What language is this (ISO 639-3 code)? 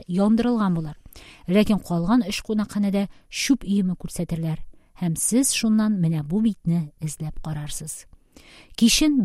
tat